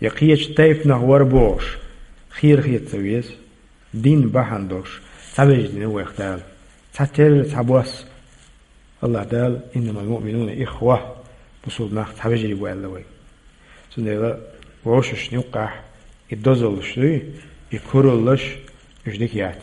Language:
Chechen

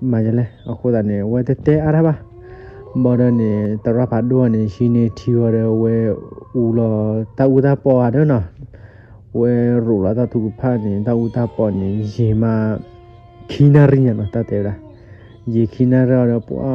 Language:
S'gaw Karen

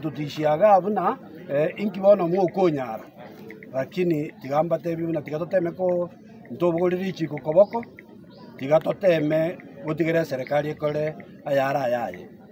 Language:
Gusii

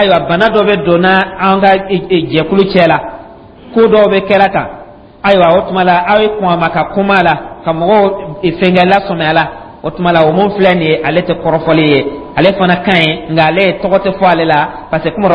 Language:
Dyula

